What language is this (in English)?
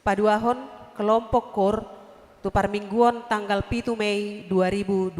Batak Toba